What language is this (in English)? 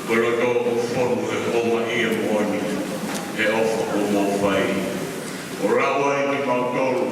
Tongan